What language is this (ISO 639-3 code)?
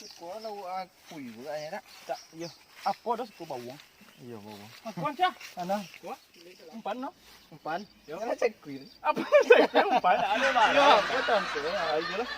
min